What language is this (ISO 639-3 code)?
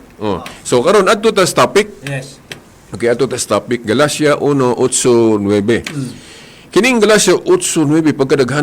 ceb